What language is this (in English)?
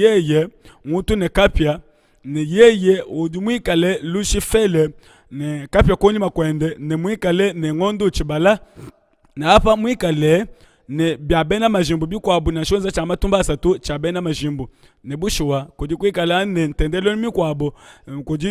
Luba-Lulua